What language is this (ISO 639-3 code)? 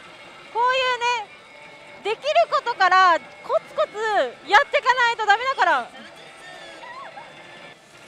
jpn